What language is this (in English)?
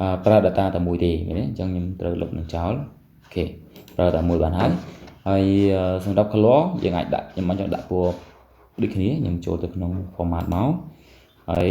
Khmer